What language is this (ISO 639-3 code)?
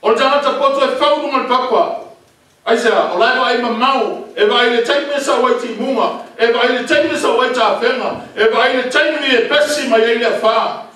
smo